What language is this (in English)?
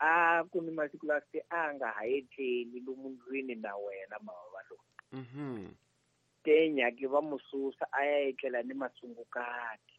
Tsonga